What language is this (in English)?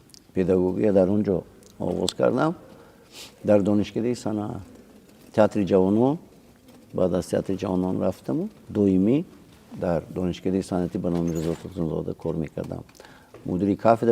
Tajik